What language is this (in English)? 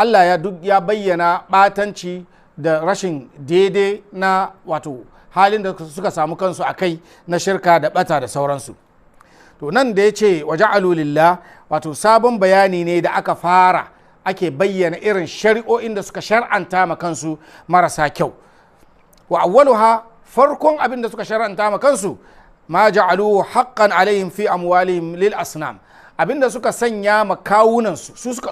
Hausa